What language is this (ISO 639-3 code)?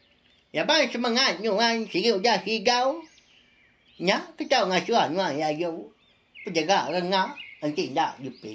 iba